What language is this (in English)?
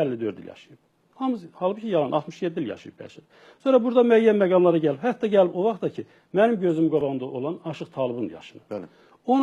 Azerbaijani